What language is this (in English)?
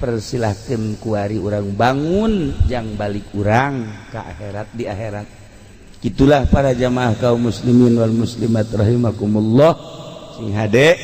Sundanese